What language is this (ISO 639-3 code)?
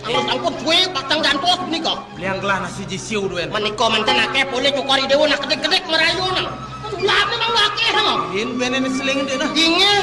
ban